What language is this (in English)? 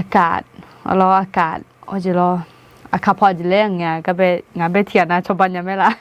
Akha